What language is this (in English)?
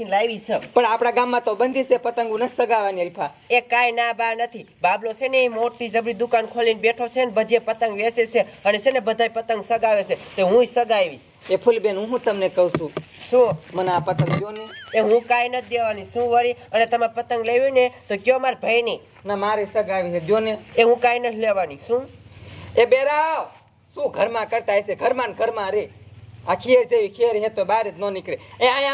Gujarati